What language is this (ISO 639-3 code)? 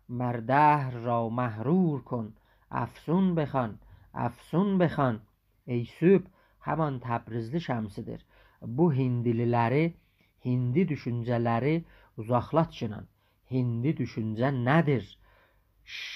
azb